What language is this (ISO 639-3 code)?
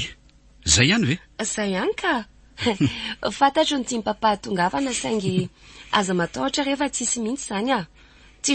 mlg